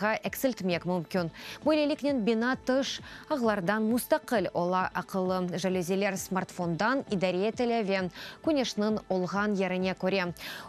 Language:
Crimean Tatar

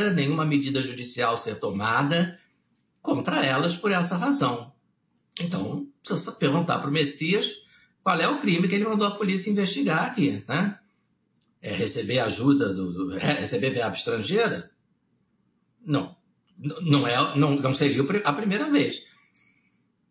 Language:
Portuguese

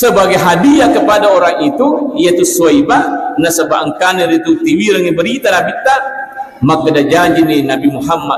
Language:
Buginese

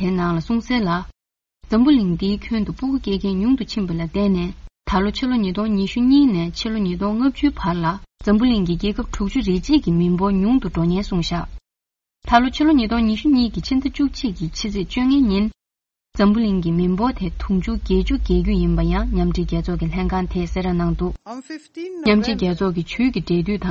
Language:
Tibetan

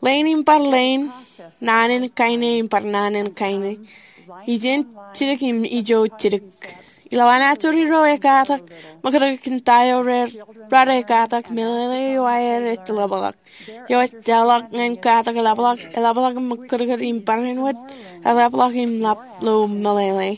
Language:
Marshallese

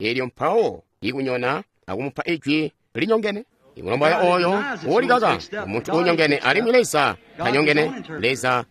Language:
Tonga (Zambia)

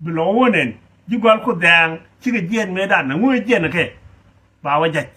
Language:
Nuer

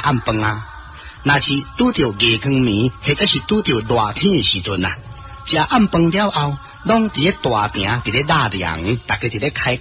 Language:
Min Nan Chinese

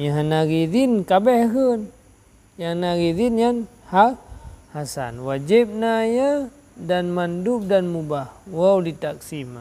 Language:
Achinese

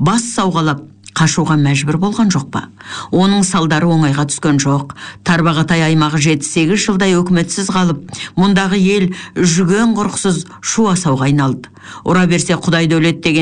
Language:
Kazakh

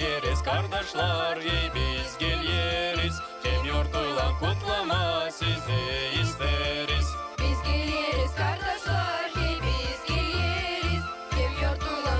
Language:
Gagauz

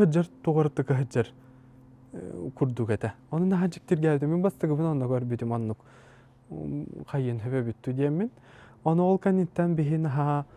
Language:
Yakut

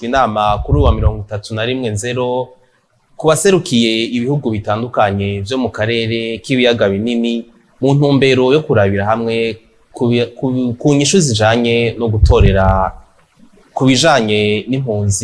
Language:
Rundi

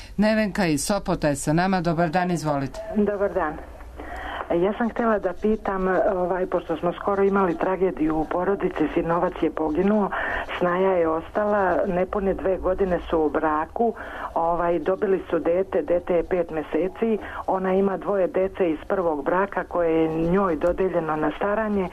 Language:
Serbian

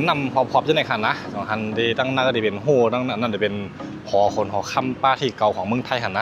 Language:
Shan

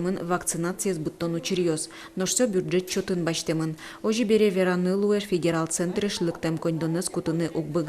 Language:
Udmurt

